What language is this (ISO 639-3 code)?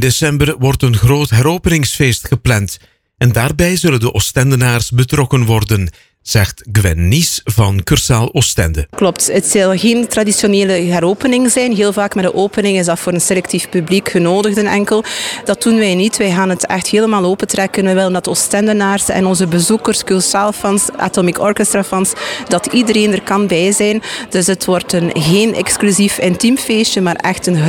nld